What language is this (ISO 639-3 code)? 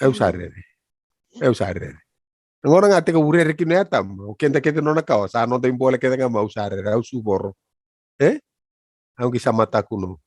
fij